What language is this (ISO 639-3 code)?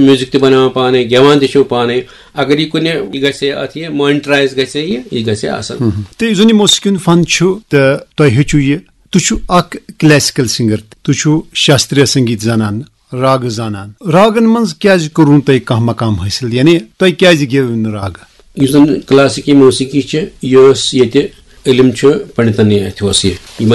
kas